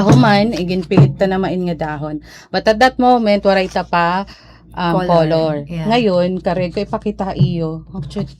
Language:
Waray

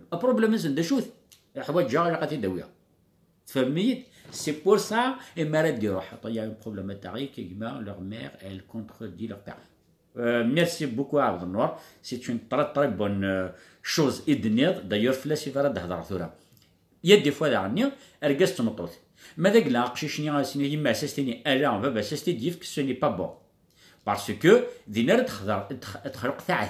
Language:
Kabyle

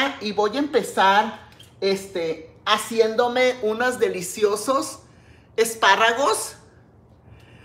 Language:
Spanish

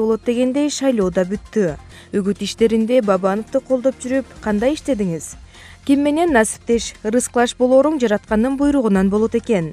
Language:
Kyrgyz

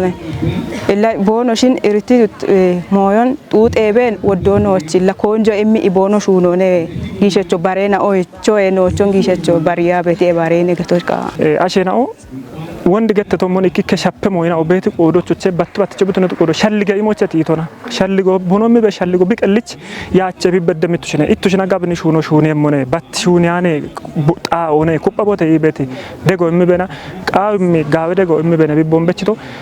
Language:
Kafa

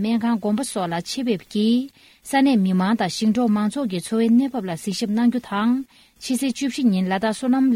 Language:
Tibetan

